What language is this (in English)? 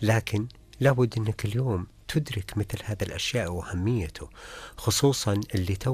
Najdi Arabic